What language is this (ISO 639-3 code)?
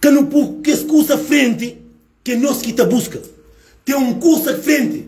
kea